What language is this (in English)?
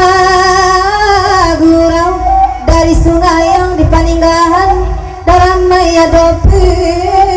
Minangkabau